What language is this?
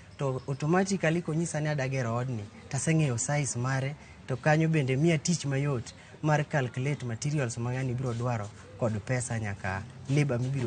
Luo (Kenya and Tanzania)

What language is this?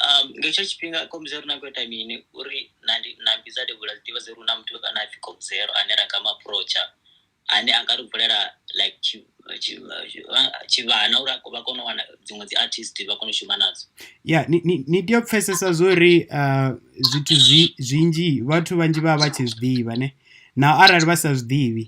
Venda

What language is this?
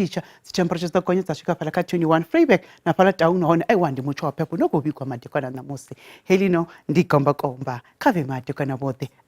Venda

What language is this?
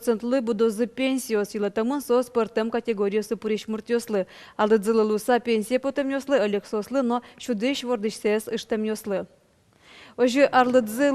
Udmurt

